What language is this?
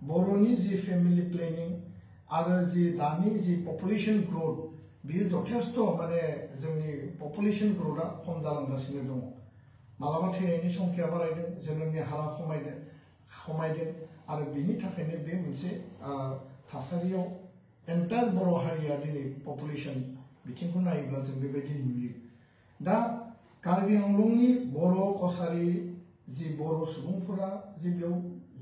Bodo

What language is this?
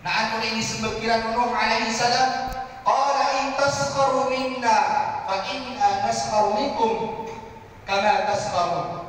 Maranao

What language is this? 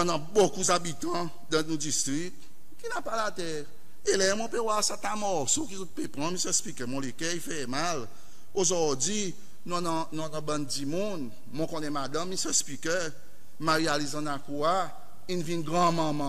Seselwa Creole French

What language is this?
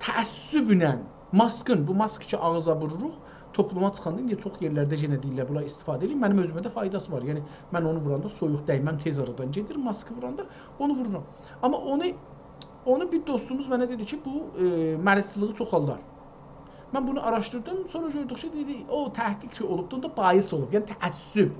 South Azerbaijani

